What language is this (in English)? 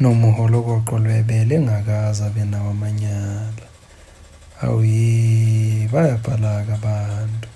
Zulu